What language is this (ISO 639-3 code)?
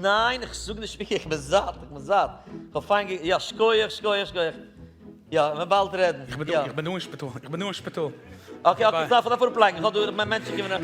yid